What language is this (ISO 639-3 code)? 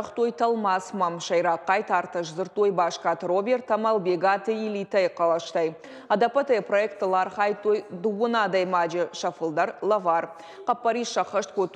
oss